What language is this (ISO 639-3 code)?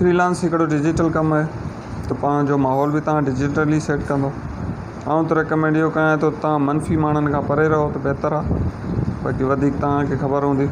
snd